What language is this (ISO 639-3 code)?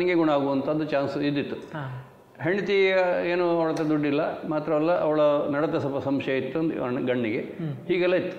kan